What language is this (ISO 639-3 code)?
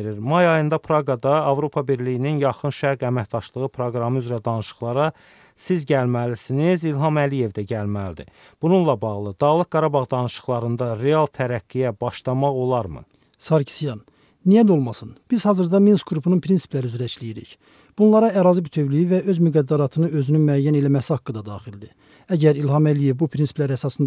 aze